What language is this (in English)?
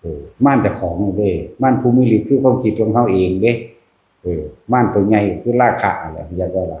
Northeastern Thai